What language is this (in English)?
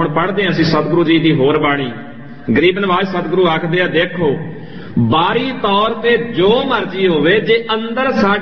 Punjabi